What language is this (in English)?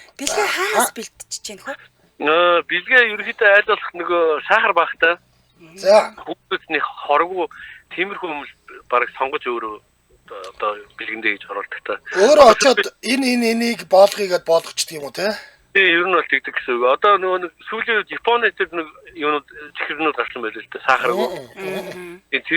Mongolian